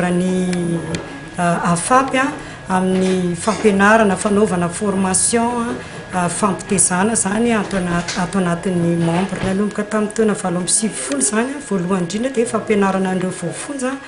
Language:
Malagasy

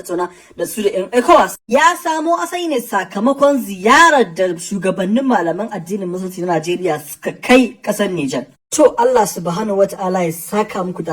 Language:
Hausa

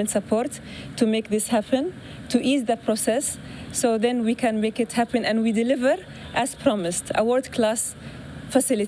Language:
Tetum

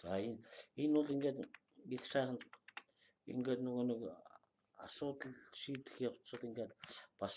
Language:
Mongolian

